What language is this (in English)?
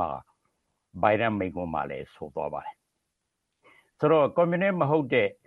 Burmese